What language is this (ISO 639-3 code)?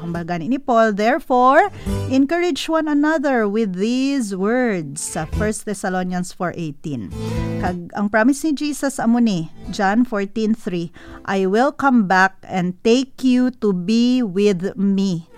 hil